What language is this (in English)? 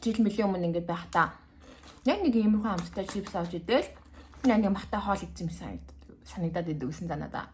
Mongolian